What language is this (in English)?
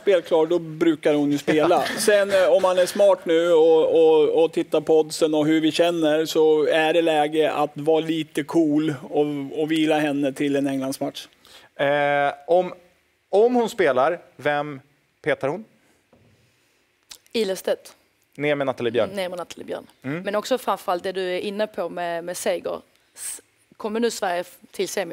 Swedish